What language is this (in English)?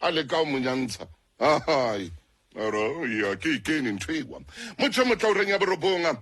Southern Sotho